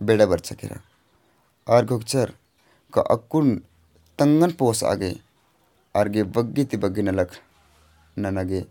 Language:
Kurukh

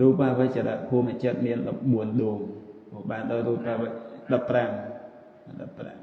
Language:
Khmer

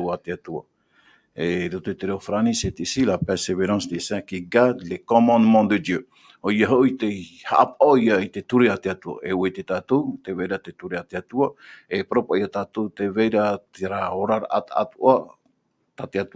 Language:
Tahitian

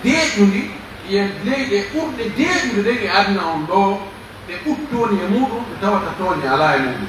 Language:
Pular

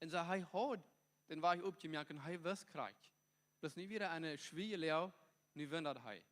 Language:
Plautdietsch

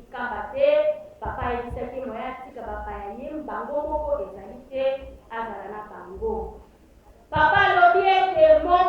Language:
Lingala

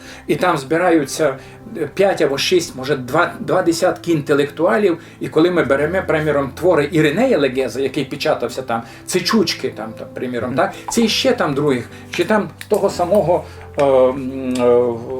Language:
Rusyn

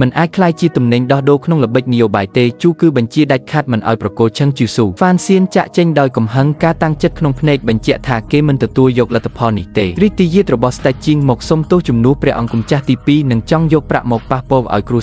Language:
Khmer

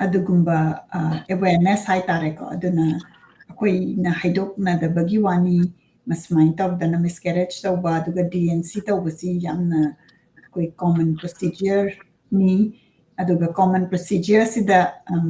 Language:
Manipuri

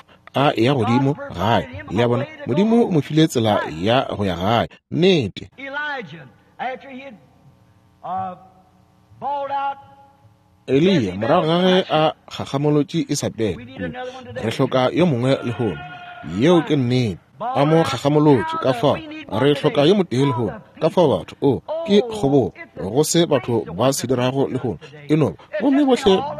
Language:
Northern Sotho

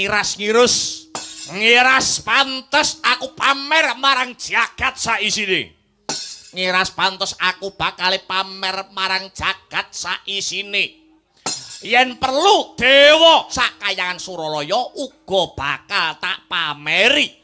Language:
Javanese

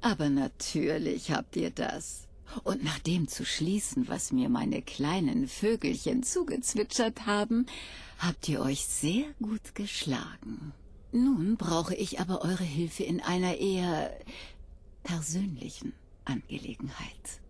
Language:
Bavarian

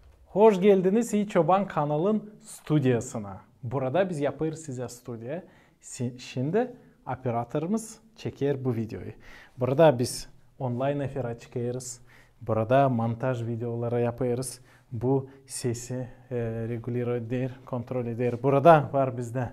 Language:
Gagauz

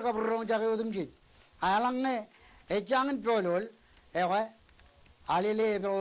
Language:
Marshallese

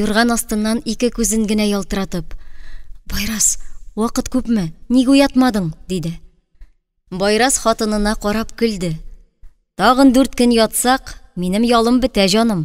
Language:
Tatar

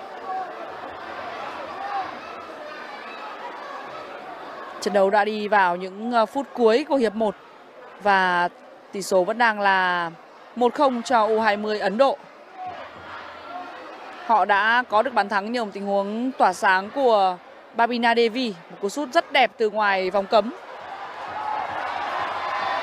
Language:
Vietnamese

